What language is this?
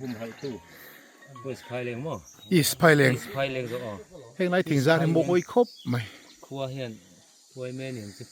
Mizo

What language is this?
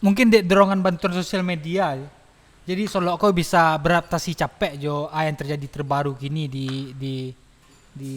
Minangkabau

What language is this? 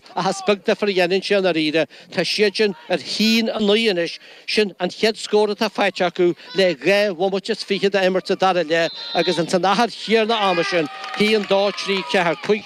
Irish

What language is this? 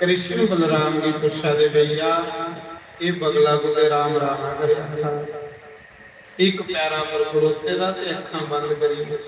Dogri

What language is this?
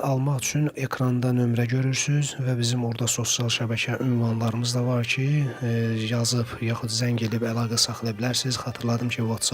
Azerbaijani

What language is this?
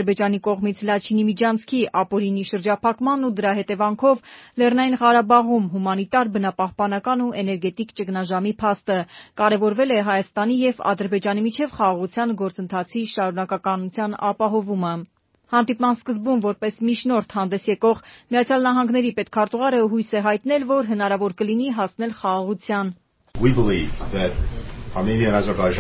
Armenian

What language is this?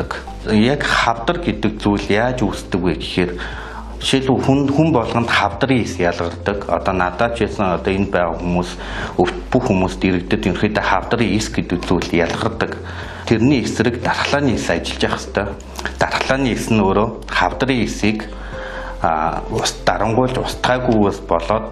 Mongolian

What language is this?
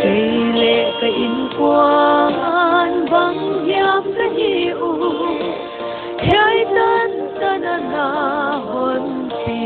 Paite Chin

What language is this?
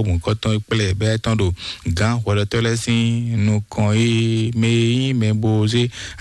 Fon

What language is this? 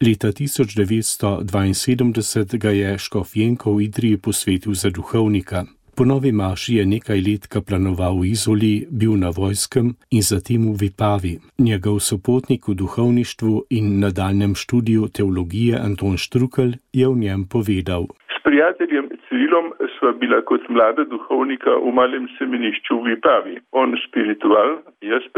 Slovenian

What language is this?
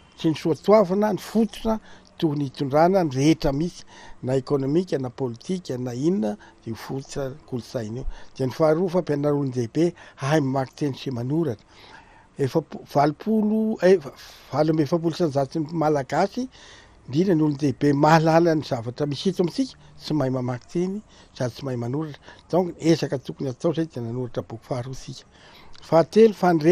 Malagasy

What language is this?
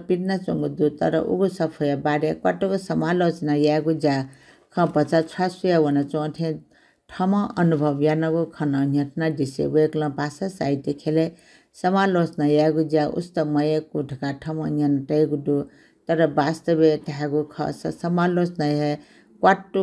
Newari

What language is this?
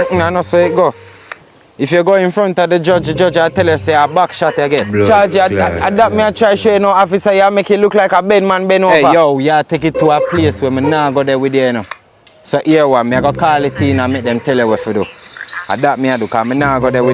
Jamaican Creole English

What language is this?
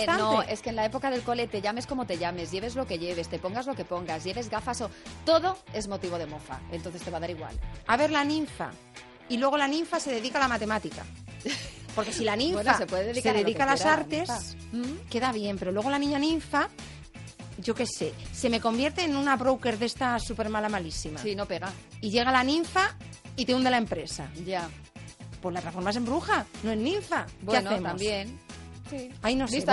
Spanish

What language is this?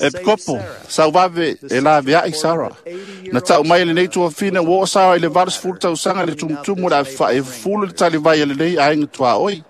Samoan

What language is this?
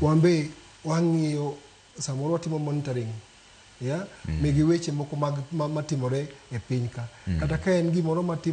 Luo (Kenya and Tanzania)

